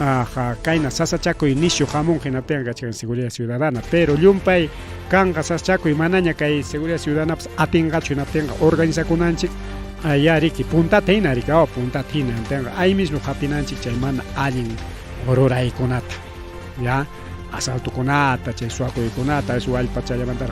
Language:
Ayacucho Quechua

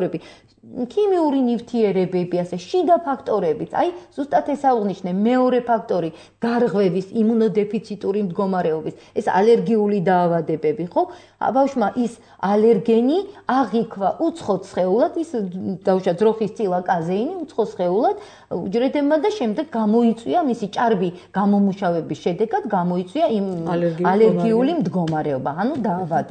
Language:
Georgian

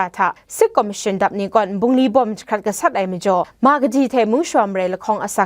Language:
Kachin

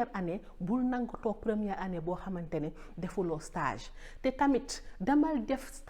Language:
Wolof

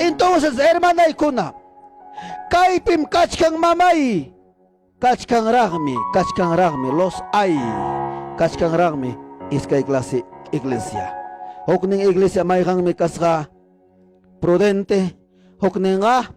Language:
Ayacucho Quechua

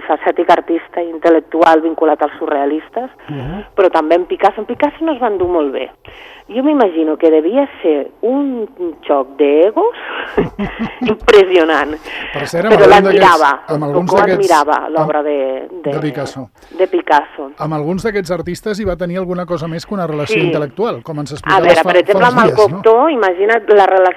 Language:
Catalan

